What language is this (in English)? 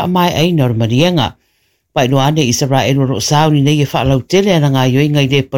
Samoan